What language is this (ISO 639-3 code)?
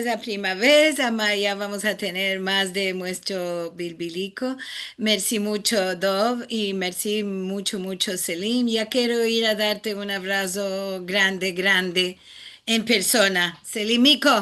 lad